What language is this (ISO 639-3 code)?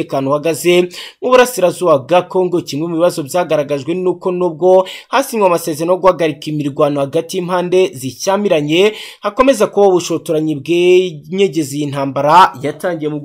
kin